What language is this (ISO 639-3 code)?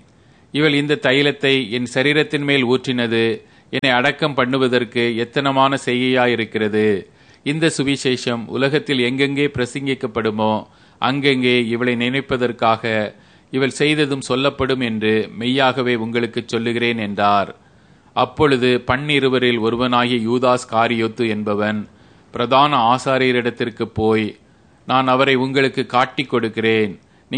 tam